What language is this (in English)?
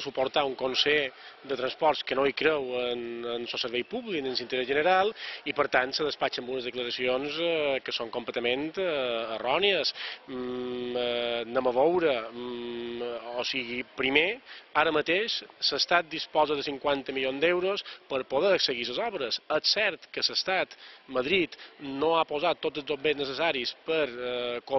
Catalan